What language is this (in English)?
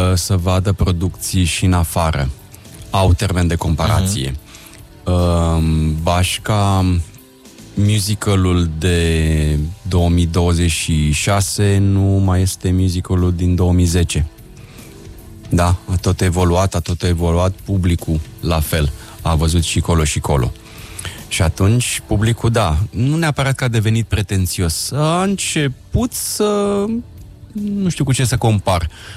Romanian